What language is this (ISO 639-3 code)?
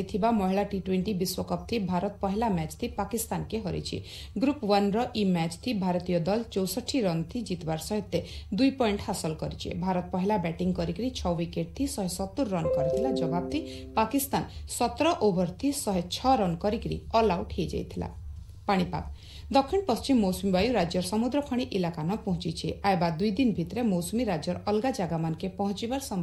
ori